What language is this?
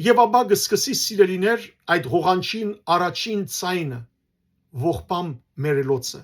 Western Armenian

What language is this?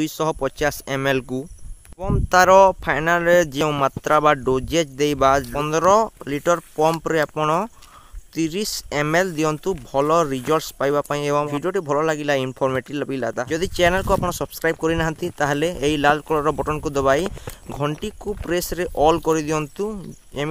Odia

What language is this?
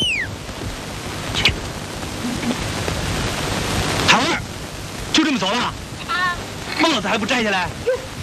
Chinese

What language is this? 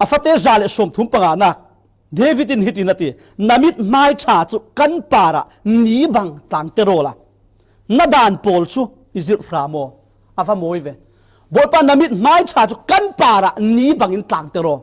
Falam Chin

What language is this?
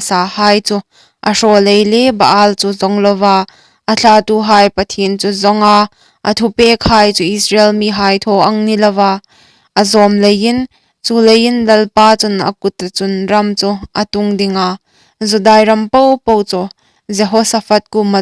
Hmar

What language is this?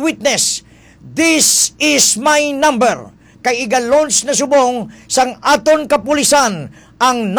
Hiligaynon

